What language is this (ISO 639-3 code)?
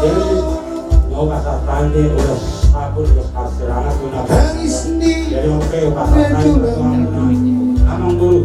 bbc